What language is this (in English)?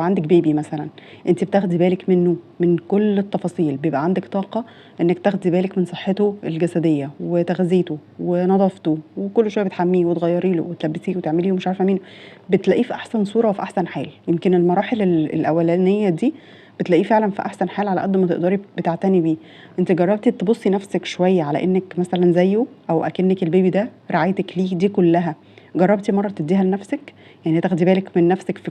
Egyptian Arabic